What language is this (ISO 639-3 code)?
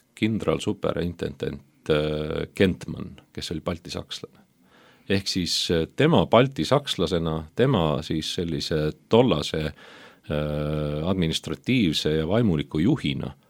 est